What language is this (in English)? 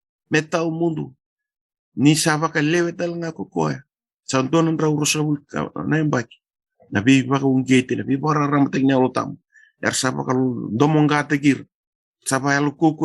Fijian